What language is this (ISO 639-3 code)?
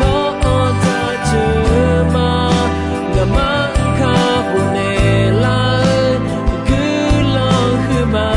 ahk